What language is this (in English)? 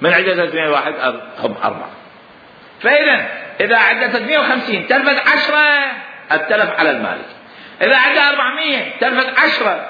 Mesopotamian Arabic